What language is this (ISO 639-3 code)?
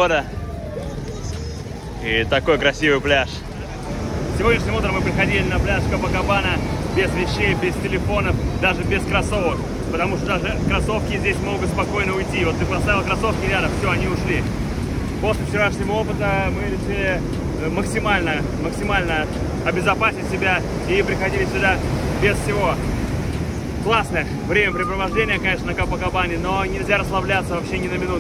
rus